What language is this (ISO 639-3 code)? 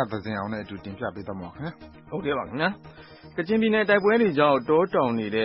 mya